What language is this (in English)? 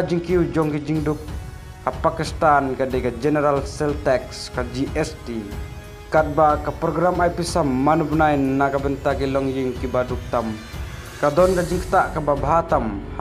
Khasi